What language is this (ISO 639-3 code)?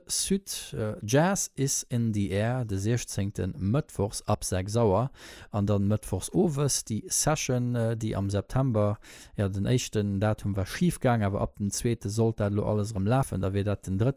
ltz